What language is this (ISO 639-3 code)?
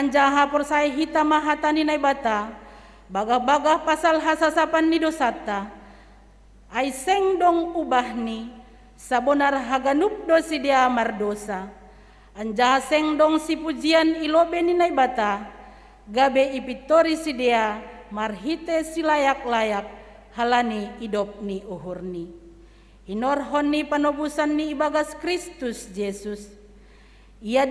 bts